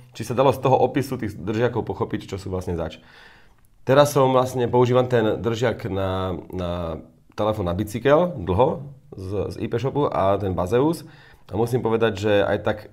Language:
Slovak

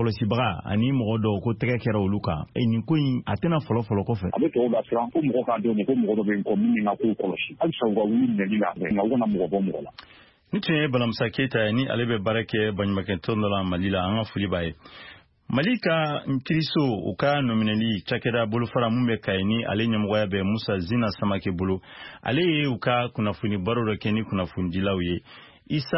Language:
Bambara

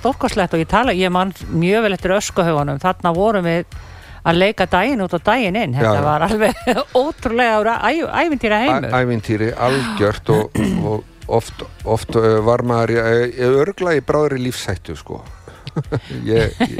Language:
Icelandic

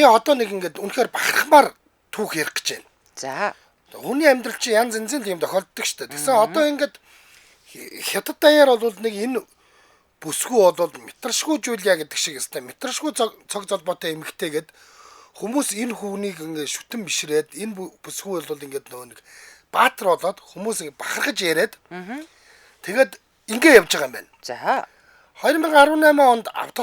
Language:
Mongolian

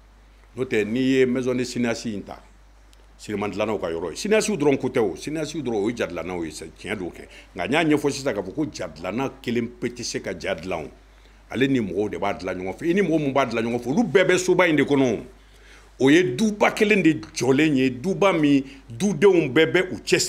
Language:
Bambara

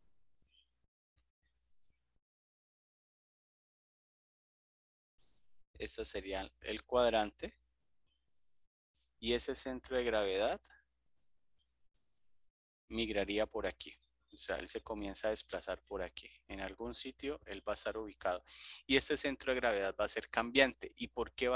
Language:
Spanish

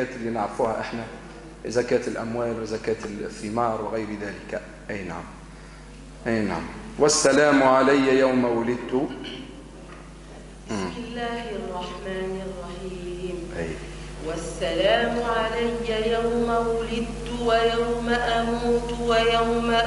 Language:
Arabic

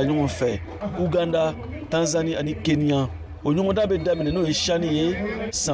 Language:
Bambara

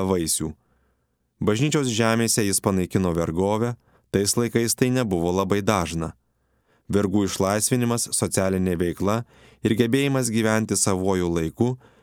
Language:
Lithuanian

